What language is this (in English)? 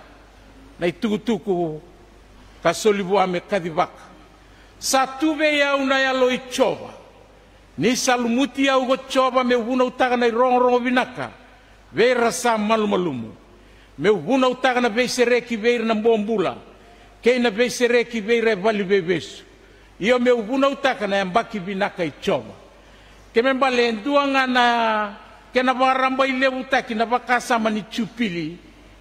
Fijian